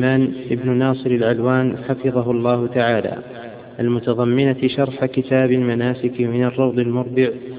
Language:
Arabic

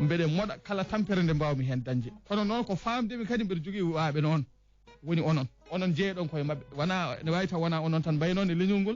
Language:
Fula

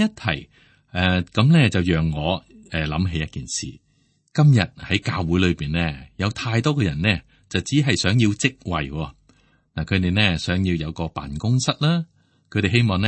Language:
Cantonese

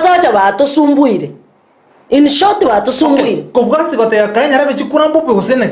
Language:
Gusii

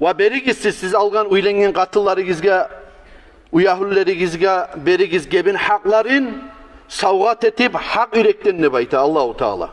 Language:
Kumyk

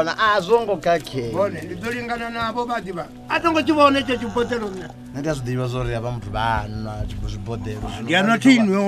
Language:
Venda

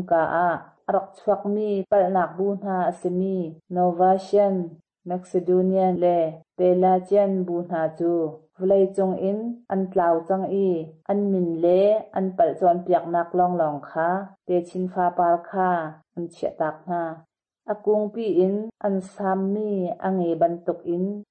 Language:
Hakha Chin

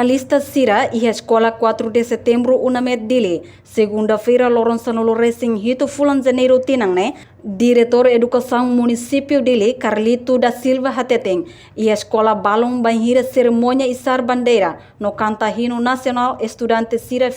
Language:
Tetum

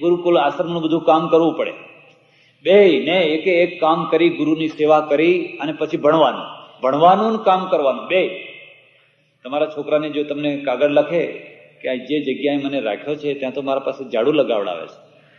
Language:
Gujarati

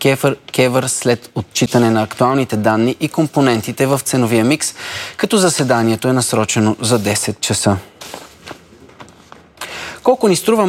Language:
Bulgarian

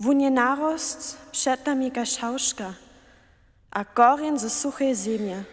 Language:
Upper Sorbian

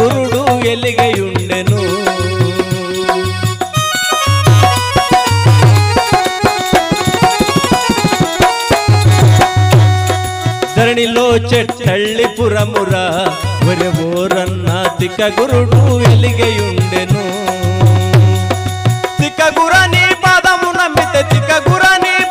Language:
Telugu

